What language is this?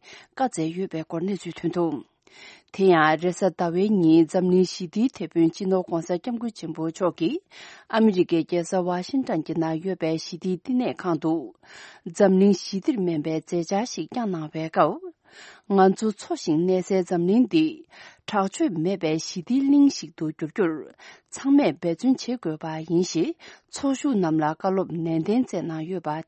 Tibetan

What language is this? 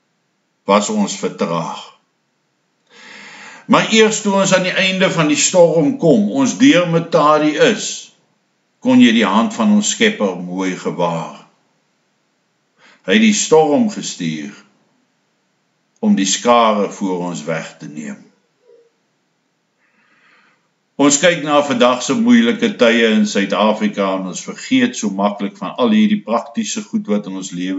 Afrikaans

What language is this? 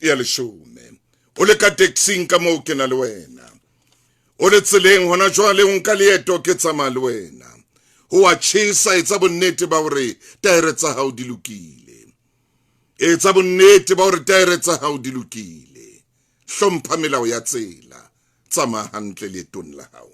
Southern Sotho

